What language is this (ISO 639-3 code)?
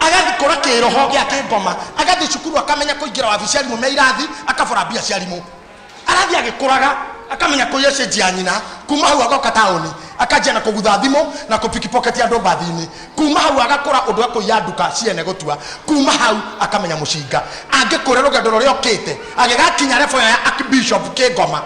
kik